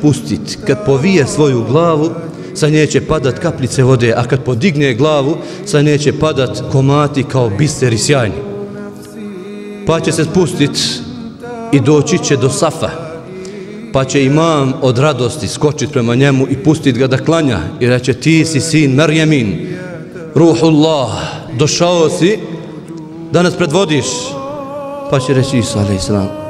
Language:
Bosnian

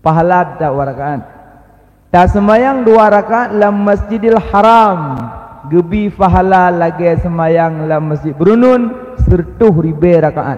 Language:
Achinese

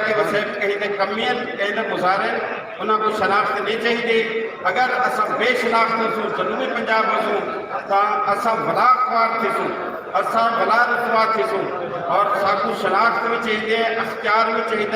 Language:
Saraiki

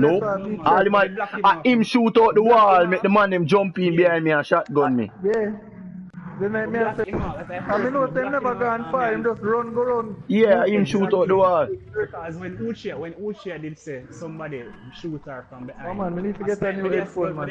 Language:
Jamaican Creole English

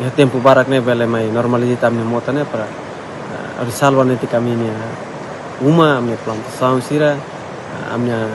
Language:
Tetum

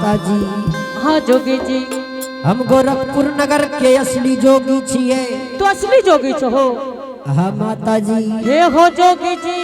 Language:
Angika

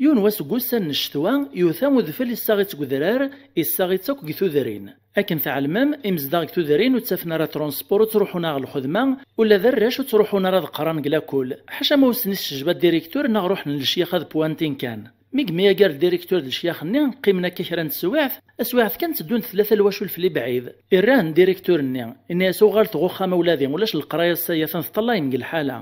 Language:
Kabyle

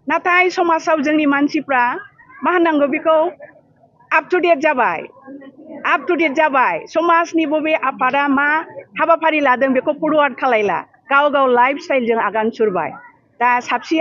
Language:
Bodo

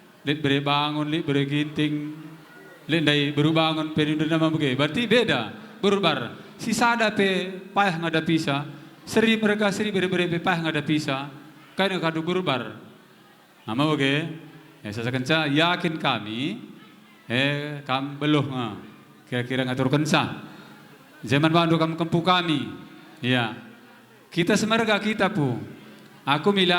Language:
Batak Karo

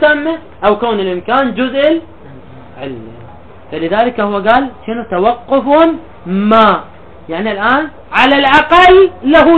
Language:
Mesopotamian Arabic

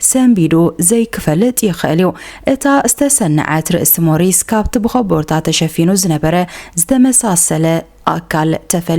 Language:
Tigrinya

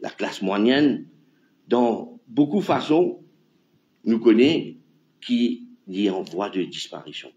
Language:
Morisyen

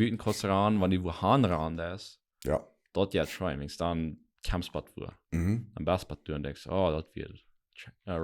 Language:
Plautdietsch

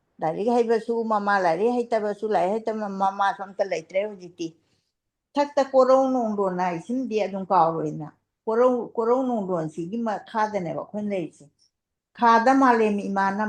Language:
Manipuri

